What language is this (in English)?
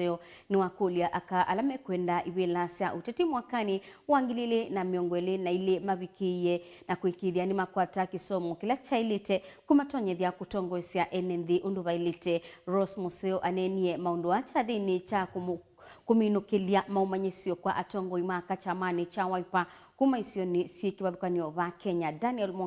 Kamba